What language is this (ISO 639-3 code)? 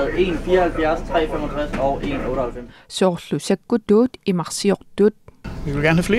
kal